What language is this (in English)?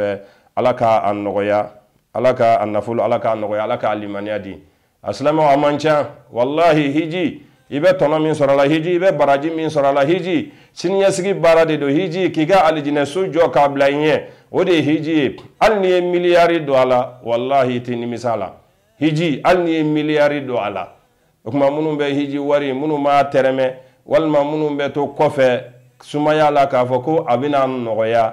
Bambara